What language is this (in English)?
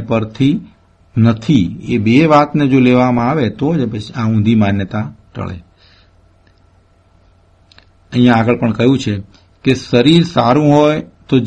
Gujarati